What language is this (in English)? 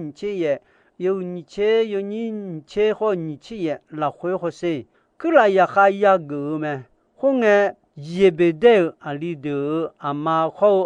Akha